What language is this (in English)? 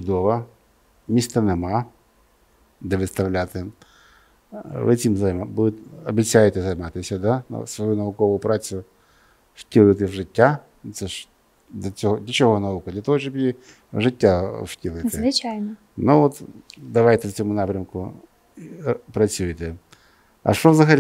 Ukrainian